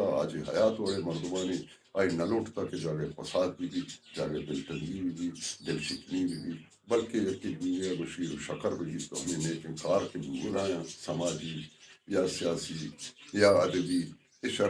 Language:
Baluchi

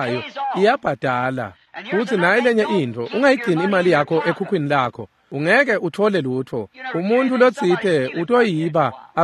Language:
Swati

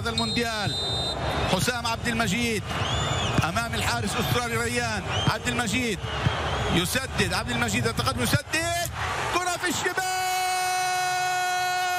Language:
Arabic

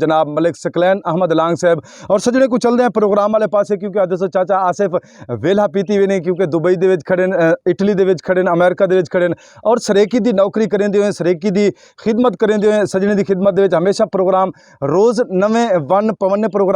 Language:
Saraiki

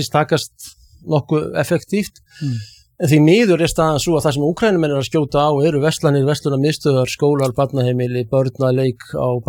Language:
Icelandic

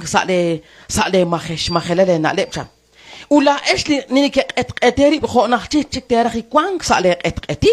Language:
Kekchí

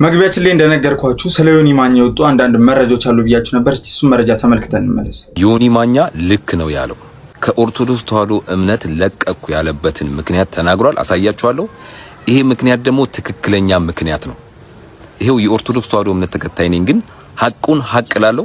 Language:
Amharic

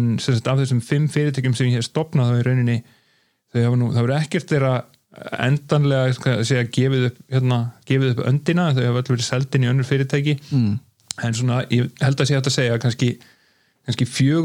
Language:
Icelandic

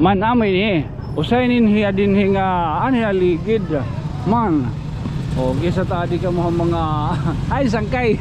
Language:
Waray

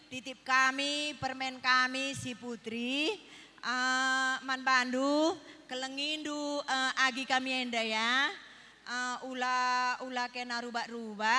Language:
Batak Karo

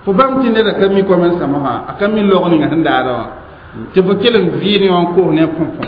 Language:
Mossi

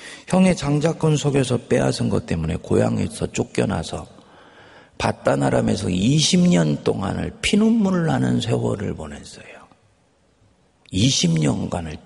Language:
Korean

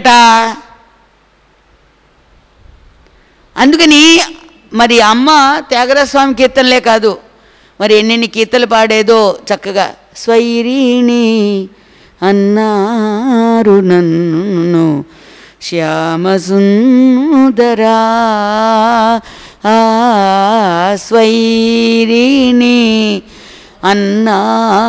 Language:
Telugu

